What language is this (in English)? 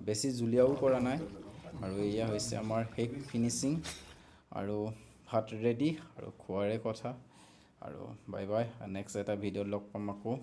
Assamese